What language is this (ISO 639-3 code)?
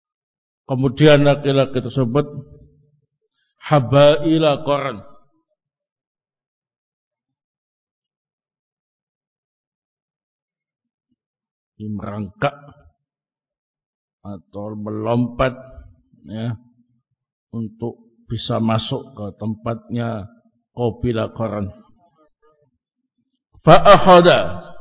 ind